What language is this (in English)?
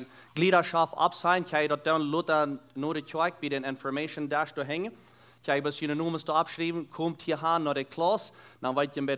Plautdietsch